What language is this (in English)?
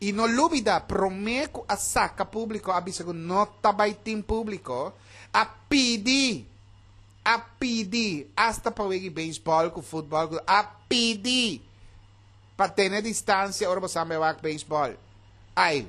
Papiamento